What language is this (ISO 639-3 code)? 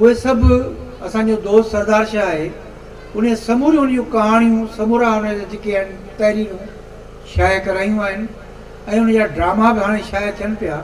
snd